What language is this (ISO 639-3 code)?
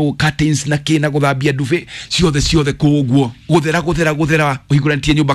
kik